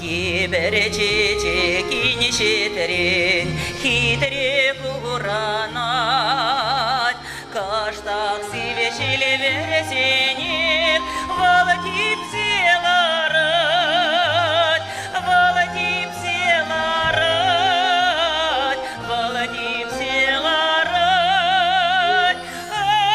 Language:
Chuvash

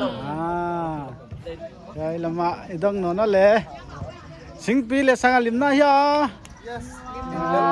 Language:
Paite Chin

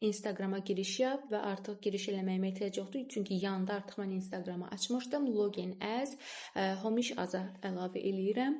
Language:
Azerbaijani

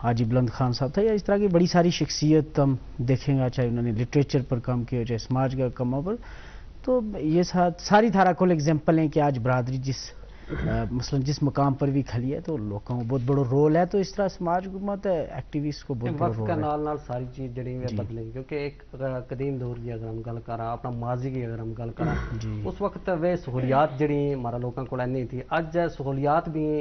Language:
Gujari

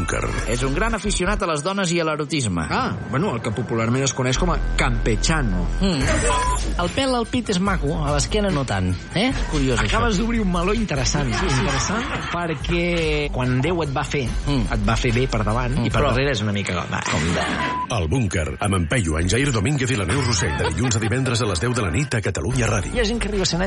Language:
Catalan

